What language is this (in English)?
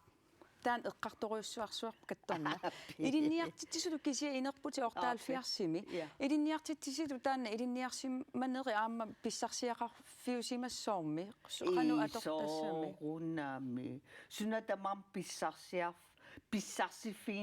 Kalaallisut